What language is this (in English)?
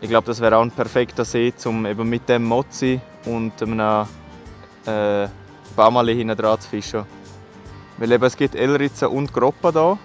Swiss German